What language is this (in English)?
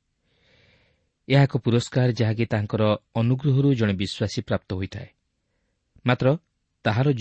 Odia